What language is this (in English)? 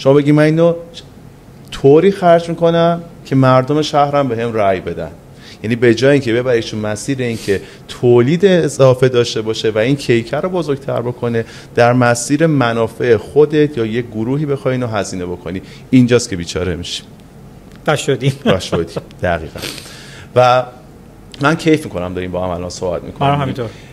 Persian